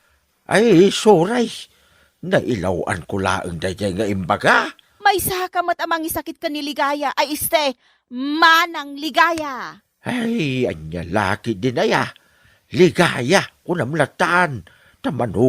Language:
Iloko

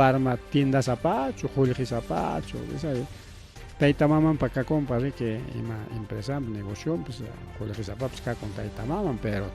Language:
Ayacucho Quechua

